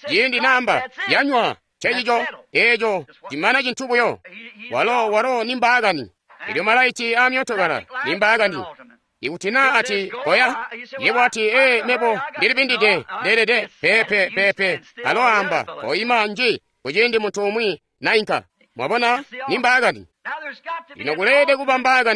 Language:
Tonga (Zambia)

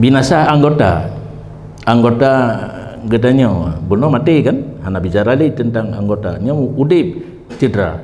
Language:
Achinese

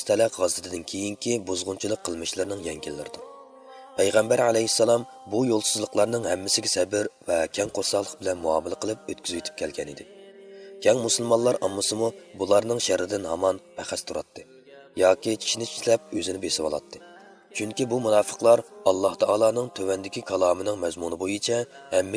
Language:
Uyghur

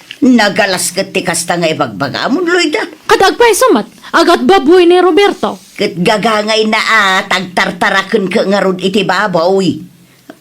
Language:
Iloko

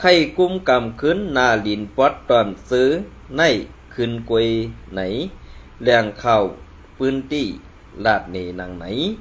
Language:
Shan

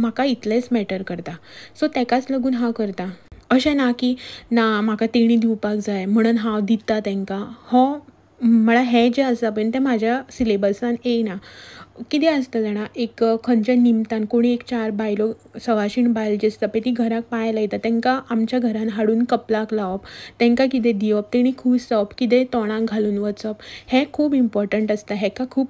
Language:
Konkani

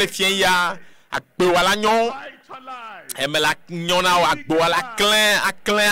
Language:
Ewe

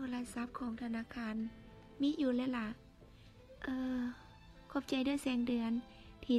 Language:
Lao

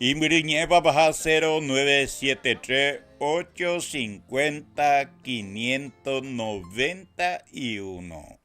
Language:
Guarani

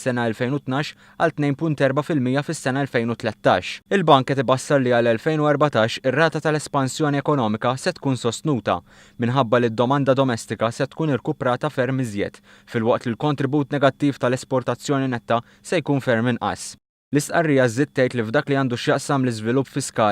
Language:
Maltese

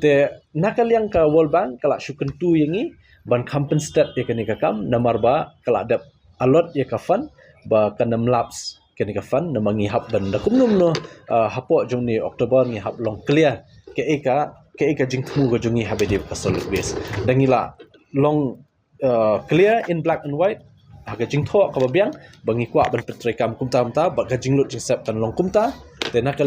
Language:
Khasi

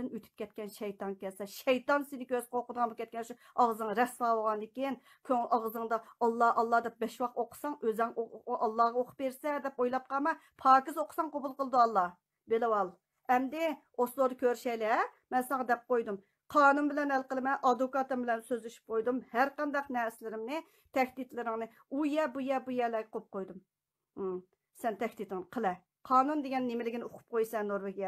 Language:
Uyghur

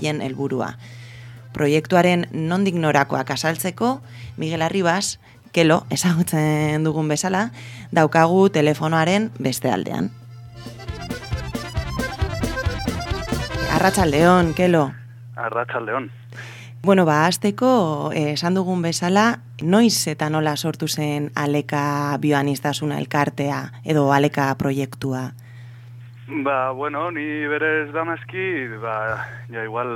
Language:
Basque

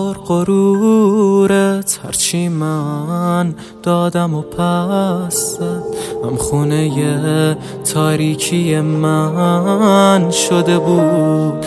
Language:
Persian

